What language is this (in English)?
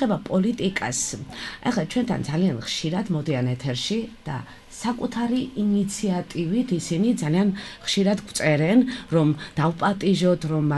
Georgian